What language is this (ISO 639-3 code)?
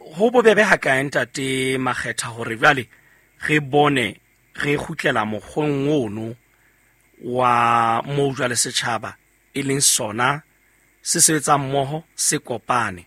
sot